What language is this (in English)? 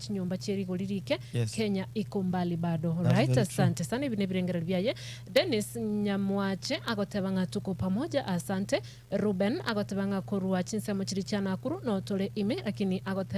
Gusii